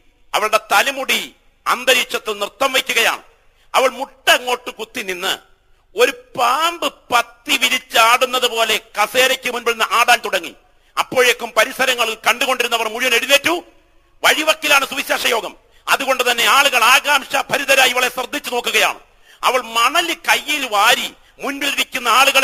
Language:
Malayalam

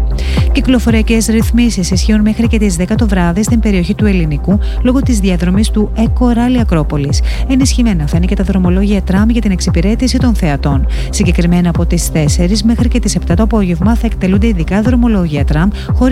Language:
Greek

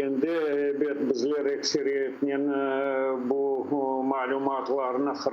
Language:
Crimean Tatar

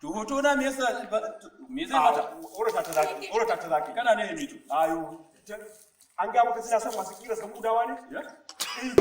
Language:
Hausa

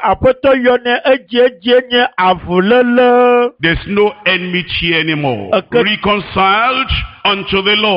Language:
Ewe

